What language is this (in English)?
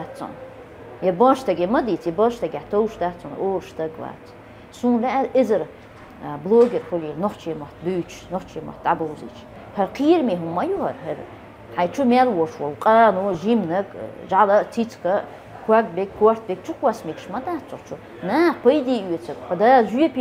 Chechen